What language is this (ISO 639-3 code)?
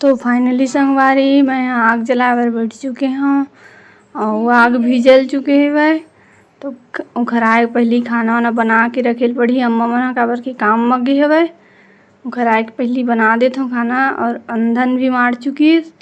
hne